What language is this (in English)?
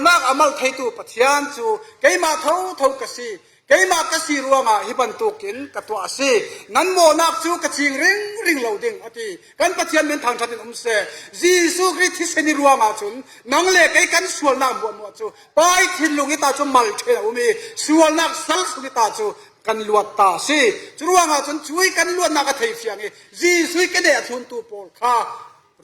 Falam Chin